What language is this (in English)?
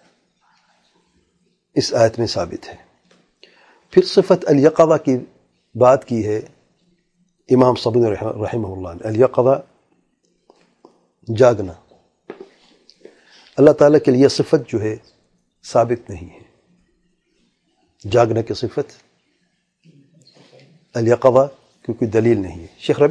Urdu